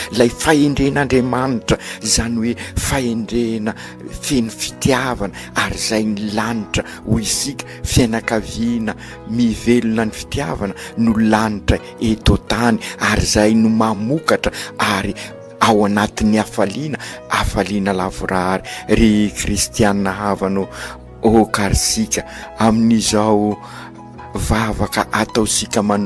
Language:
Malagasy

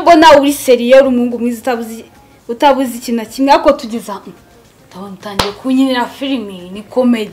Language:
Kinyarwanda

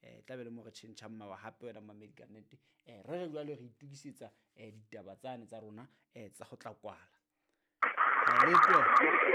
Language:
Southern Sotho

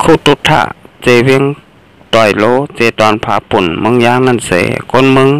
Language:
Shan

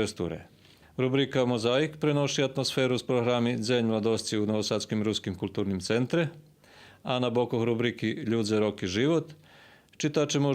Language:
Rusyn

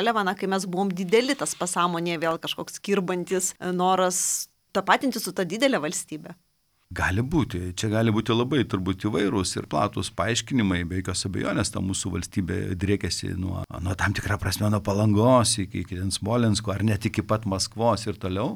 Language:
Lithuanian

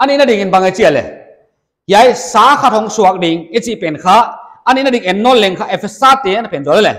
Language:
Paite Chin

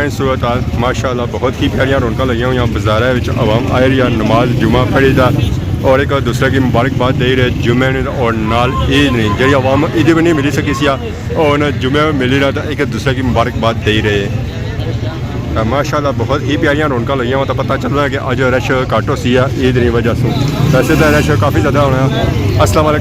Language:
Pahari-Potwari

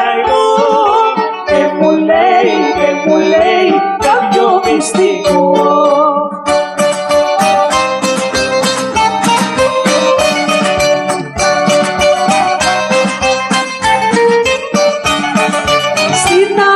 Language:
Greek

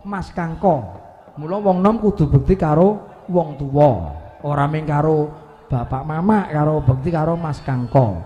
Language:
Javanese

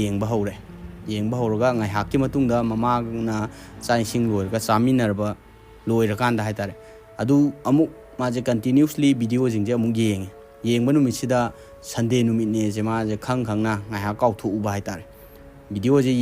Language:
Manipuri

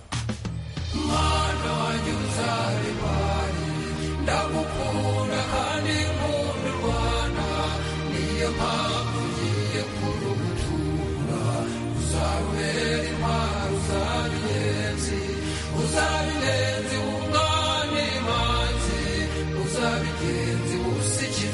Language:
Kinyarwanda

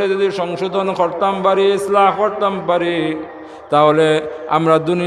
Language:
Sylheti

